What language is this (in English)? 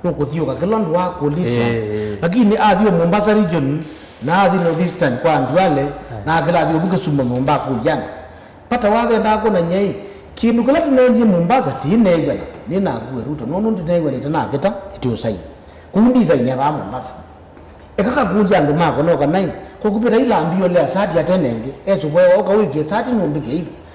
Kamba